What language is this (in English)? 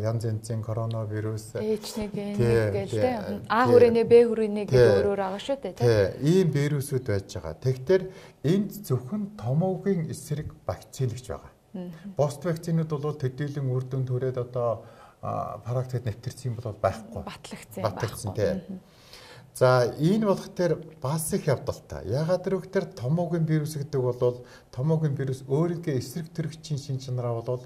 Mongolian